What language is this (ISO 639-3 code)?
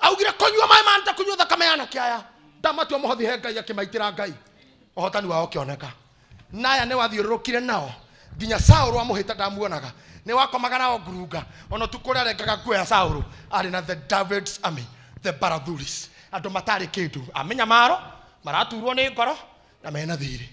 kik